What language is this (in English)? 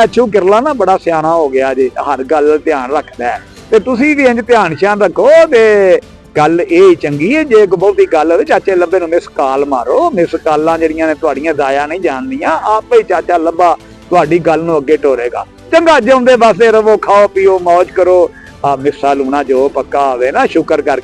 Western Panjabi